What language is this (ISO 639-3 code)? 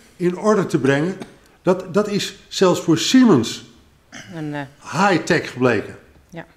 nld